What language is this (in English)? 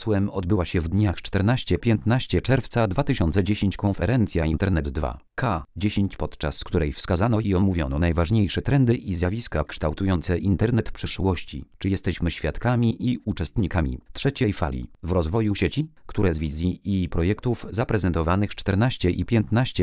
Polish